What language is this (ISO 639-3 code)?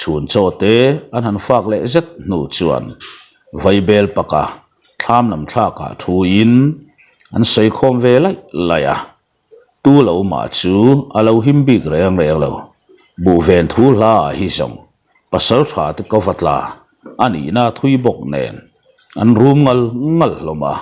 lus